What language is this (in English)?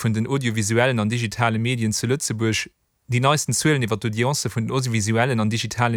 Luxembourgish